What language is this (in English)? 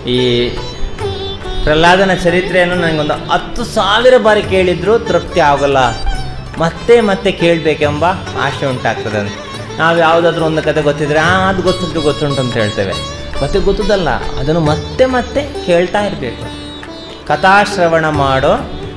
Kannada